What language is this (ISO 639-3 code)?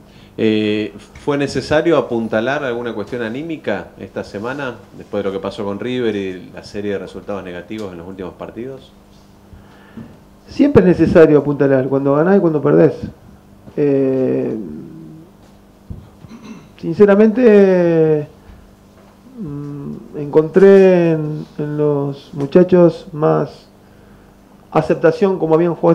spa